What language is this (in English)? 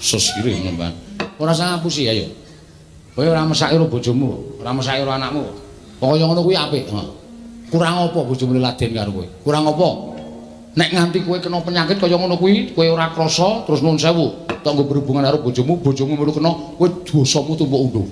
Javanese